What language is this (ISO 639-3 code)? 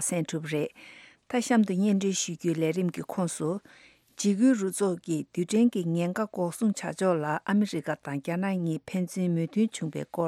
bod